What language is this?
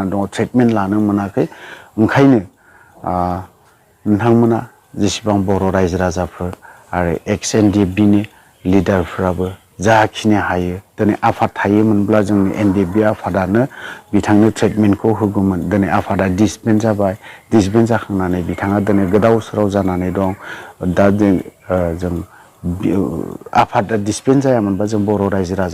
Bodo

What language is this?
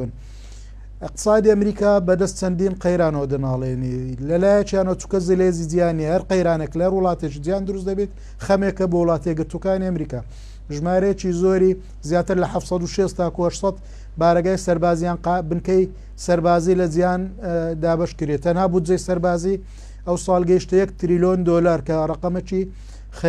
Central Kurdish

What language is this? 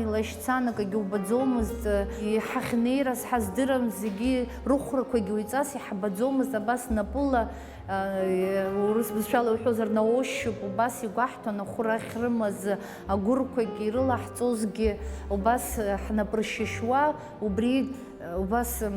Abkhazian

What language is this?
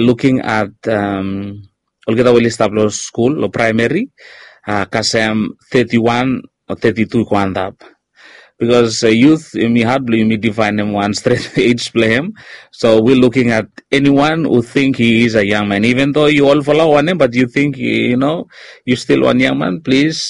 Bislama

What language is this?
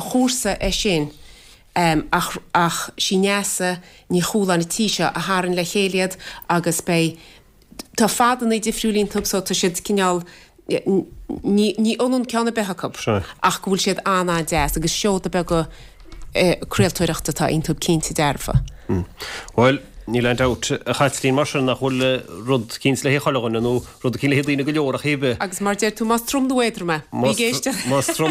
Irish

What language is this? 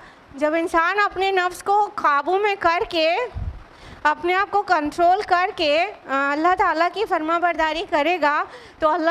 Urdu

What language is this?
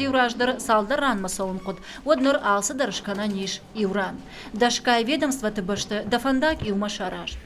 Ossetic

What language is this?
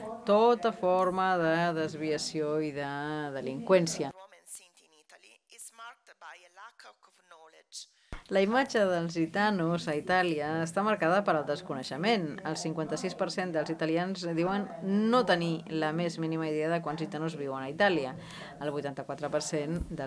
Catalan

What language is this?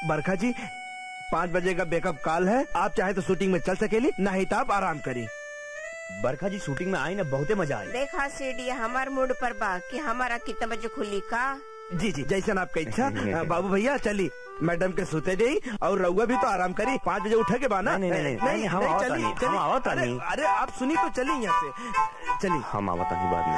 Bhojpuri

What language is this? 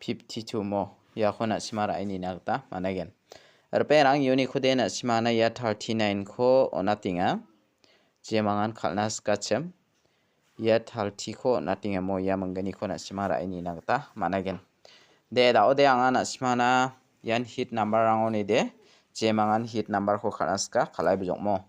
Garo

